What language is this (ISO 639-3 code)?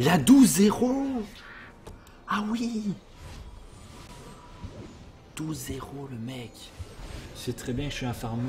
fra